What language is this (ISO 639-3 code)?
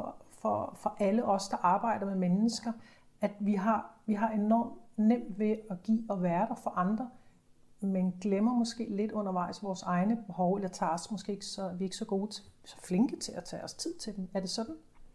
dan